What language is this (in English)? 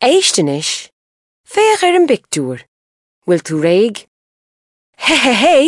Irish